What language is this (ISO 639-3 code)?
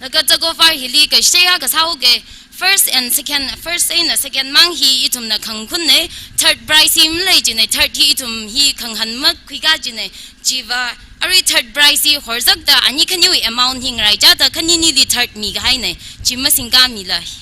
nmf